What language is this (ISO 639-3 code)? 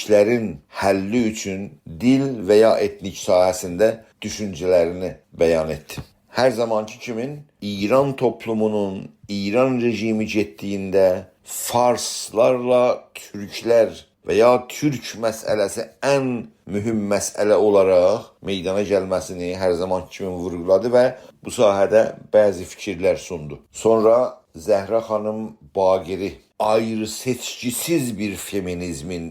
azb